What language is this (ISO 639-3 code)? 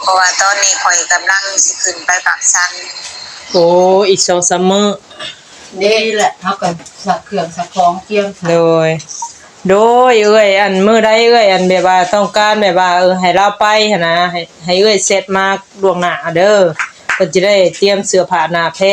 tts